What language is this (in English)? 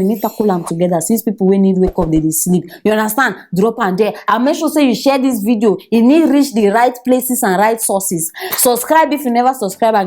Nigerian Pidgin